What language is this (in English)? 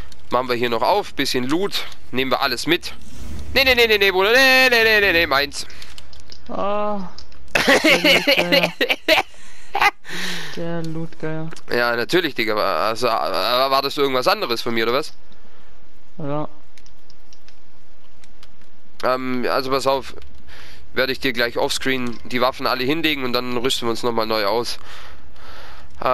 German